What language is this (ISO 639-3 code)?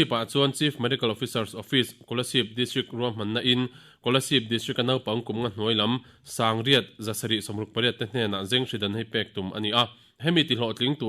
lus